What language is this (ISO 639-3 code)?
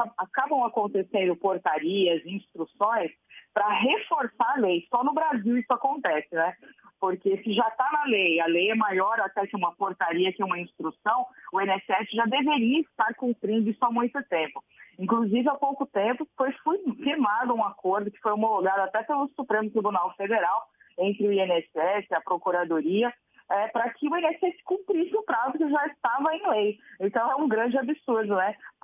por